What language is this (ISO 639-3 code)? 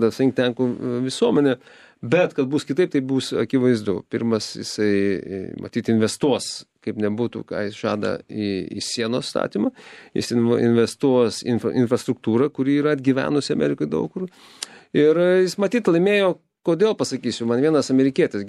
lit